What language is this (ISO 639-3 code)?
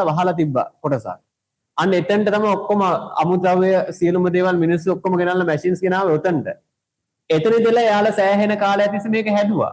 sin